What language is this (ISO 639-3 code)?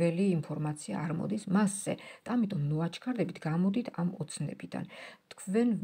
kat